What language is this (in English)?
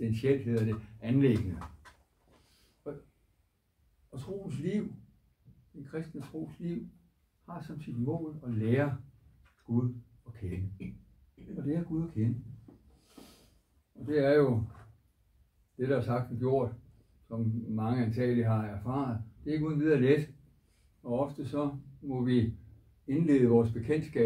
Danish